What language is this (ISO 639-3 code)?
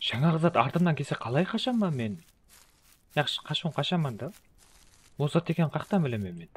kaa